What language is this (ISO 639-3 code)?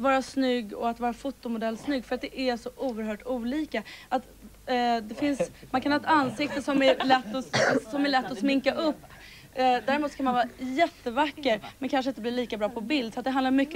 swe